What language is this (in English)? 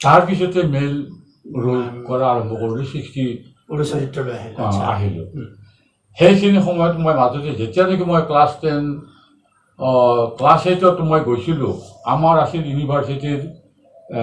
Assamese